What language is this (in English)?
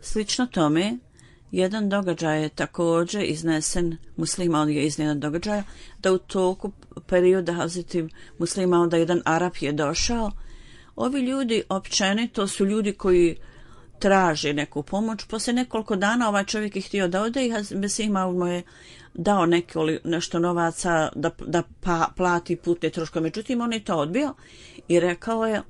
Bosnian